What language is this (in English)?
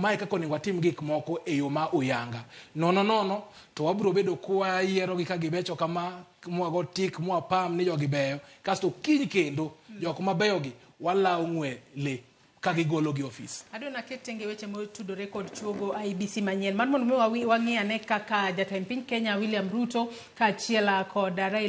Luo (Kenya and Tanzania)